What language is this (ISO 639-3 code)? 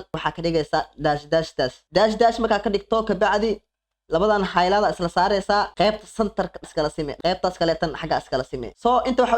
som